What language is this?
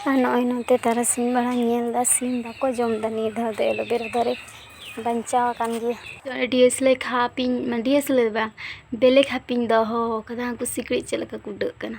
Santali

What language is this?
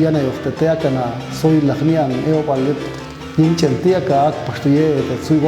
Popti'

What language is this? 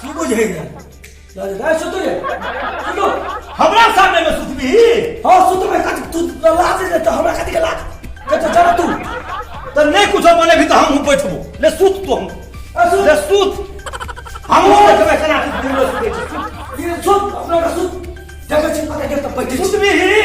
Maithili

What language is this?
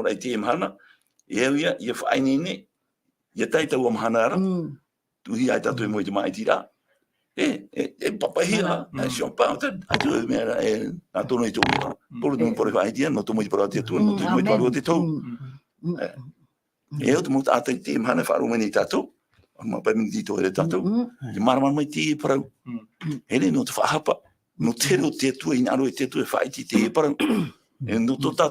Tahitian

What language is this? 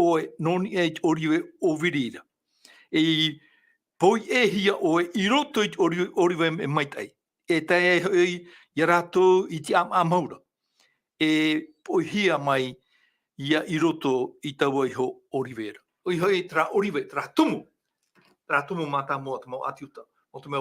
Tahitian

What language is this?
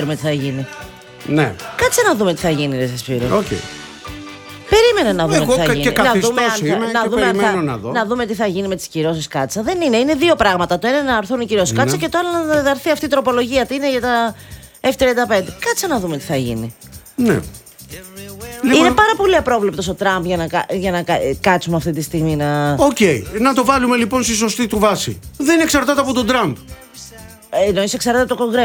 Greek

